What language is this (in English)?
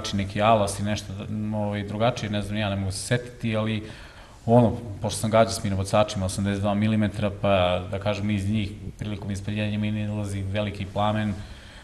Serbian